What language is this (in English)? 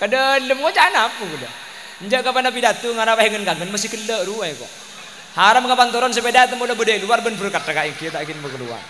Madurese